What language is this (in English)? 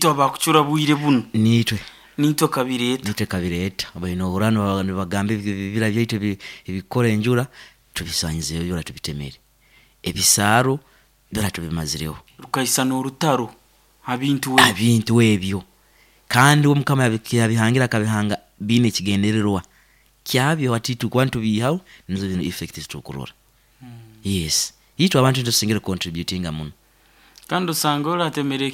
Nyankole